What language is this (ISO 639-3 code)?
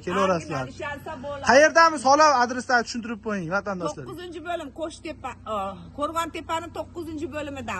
uzb